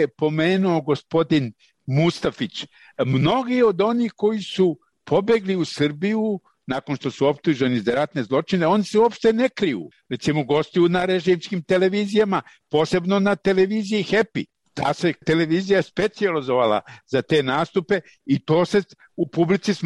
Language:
Serbian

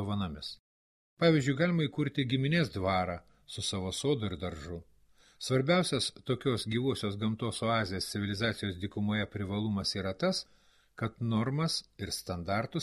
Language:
Lithuanian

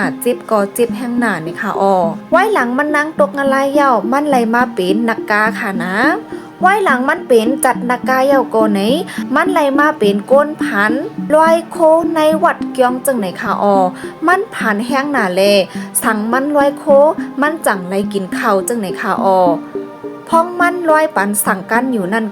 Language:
Shan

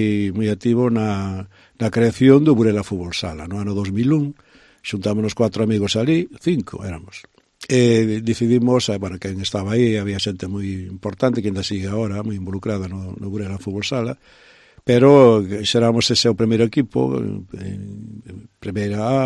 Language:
Galician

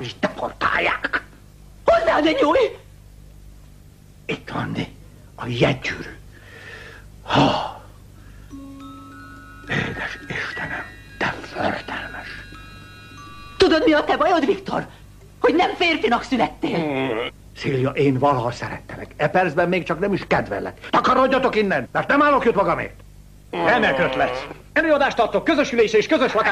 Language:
Hungarian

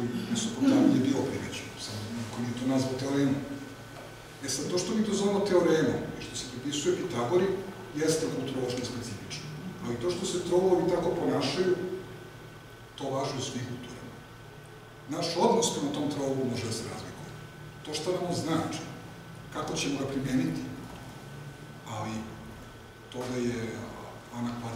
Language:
Serbian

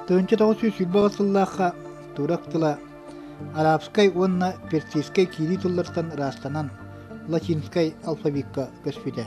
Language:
Yakut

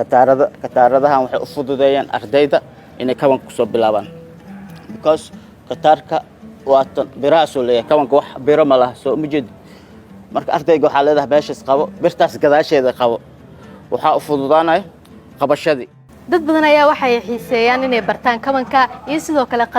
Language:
Somali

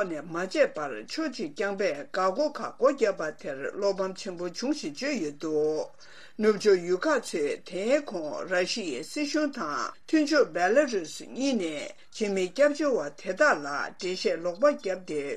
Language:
Tibetan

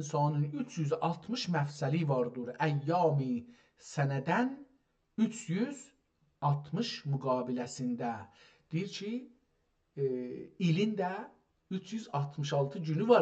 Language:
South Azerbaijani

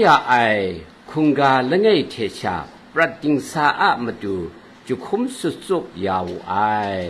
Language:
Kachin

